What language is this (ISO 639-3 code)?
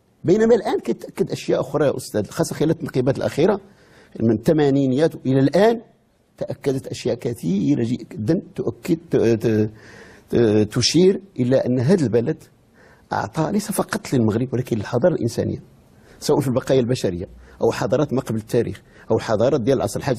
ary